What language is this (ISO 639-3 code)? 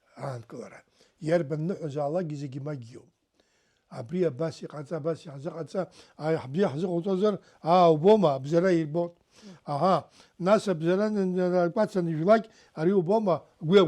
abk